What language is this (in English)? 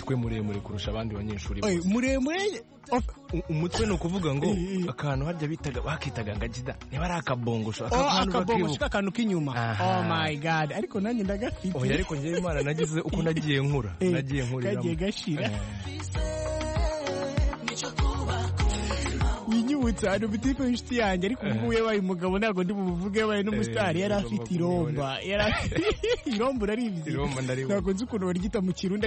Kinyarwanda